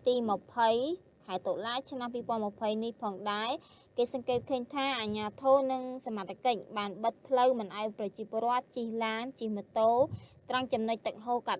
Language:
Khmer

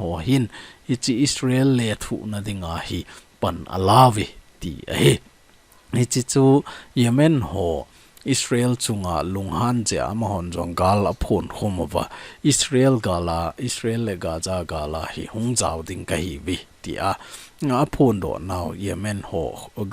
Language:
Thado Chin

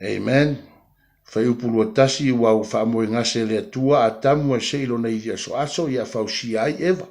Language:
Samoan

